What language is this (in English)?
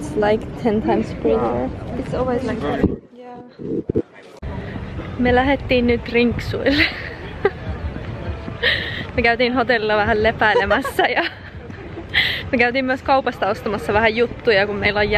Finnish